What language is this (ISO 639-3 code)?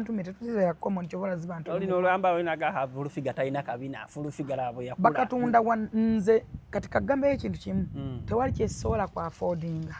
lug